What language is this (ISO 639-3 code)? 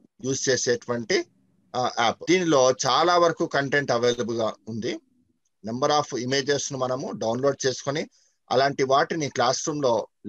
tel